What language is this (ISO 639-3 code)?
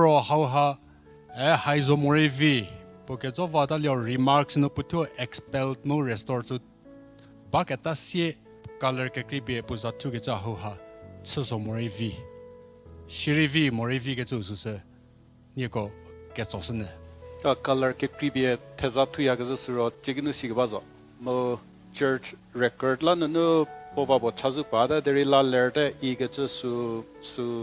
njm